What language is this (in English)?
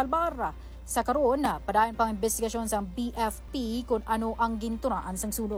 Hiligaynon